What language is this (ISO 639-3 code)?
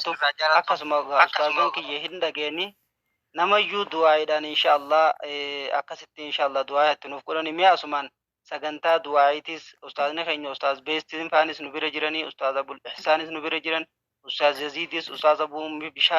orm